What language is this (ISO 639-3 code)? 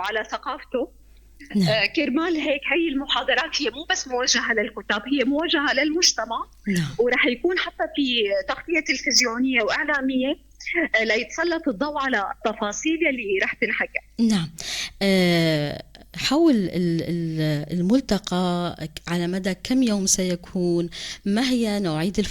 apc